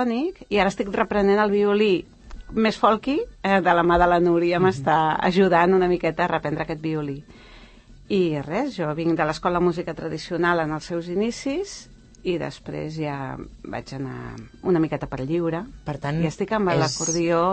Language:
Catalan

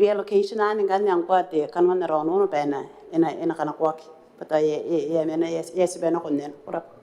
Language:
Gilbertese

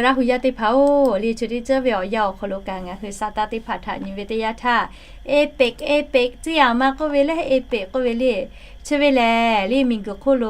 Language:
Lahu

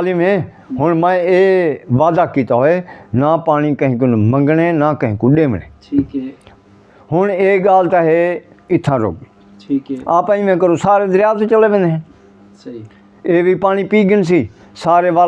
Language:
Saraiki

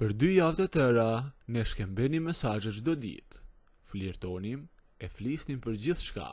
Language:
Albanian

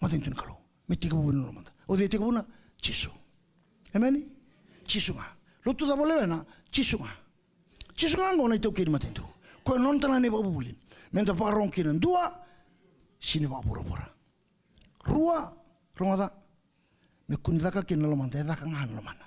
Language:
Fijian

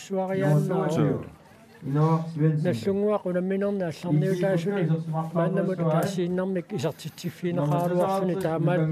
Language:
Kalaallisut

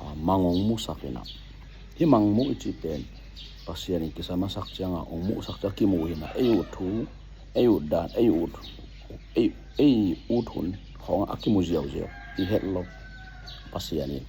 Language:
Tedim Chin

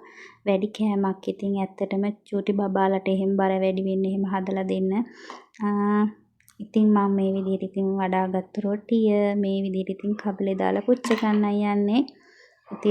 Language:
Sinhala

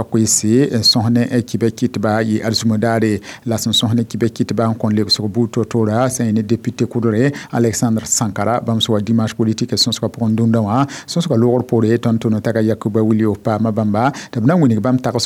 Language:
Mossi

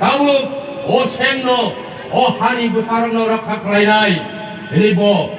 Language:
Kok Borok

